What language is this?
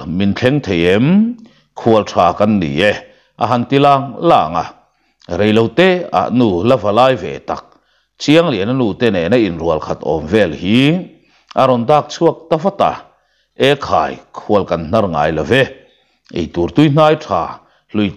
Mizo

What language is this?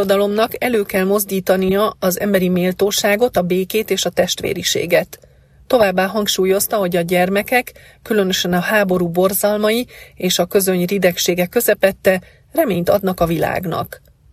Hungarian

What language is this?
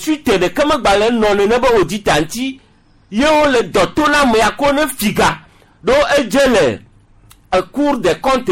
Gen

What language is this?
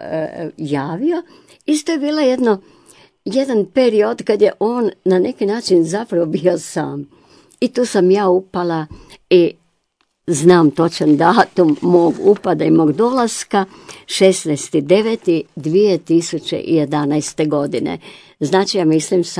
Croatian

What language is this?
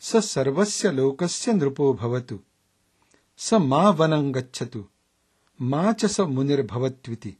Sanskrit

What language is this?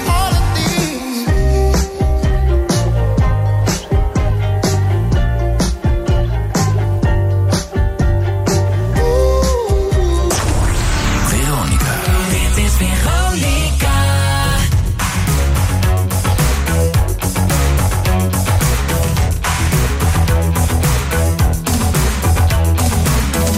Dutch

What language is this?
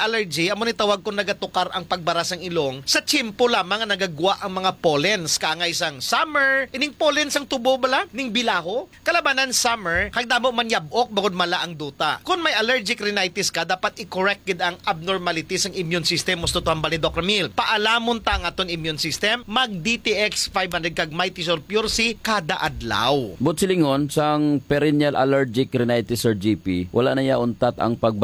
Hiligaynon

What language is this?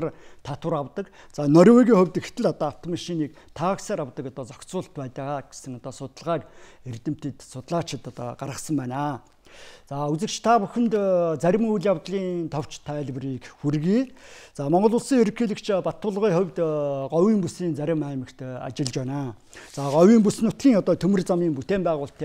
Mongolian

